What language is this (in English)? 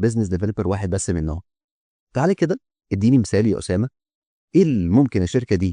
Egyptian Arabic